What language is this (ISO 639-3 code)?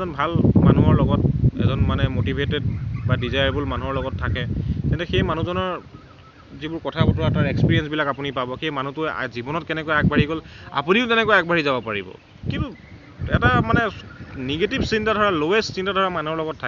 asm